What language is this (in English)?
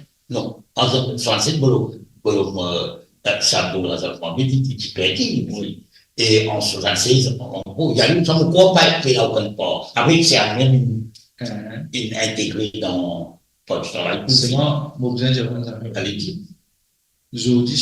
Morisyen